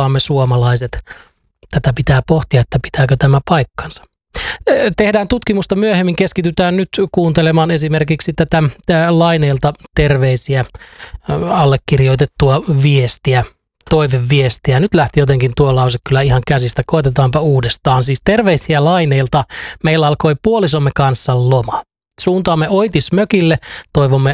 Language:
Finnish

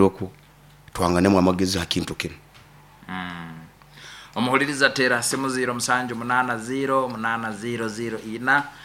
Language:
Nyoro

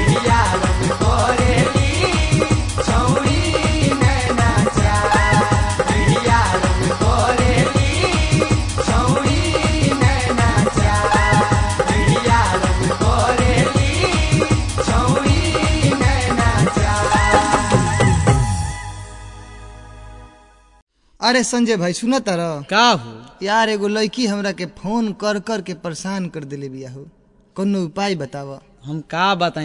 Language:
Bhojpuri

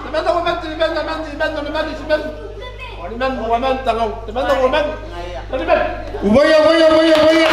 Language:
Gilbertese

